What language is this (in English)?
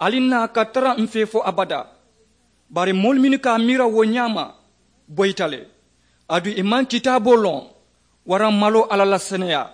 Mandingo